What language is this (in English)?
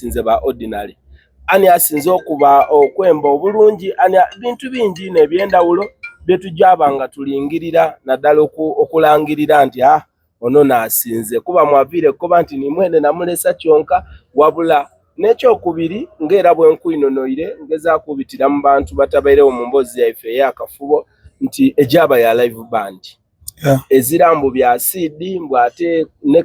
Soga